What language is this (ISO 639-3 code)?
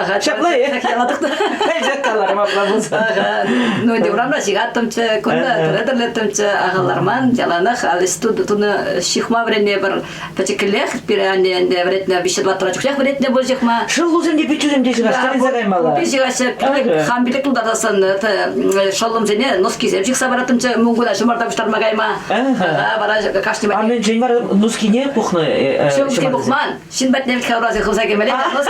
chv